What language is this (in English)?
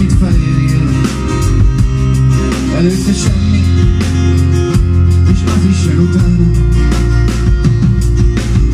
Hungarian